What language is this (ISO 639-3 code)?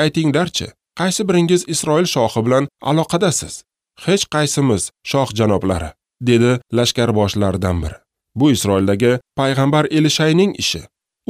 uzb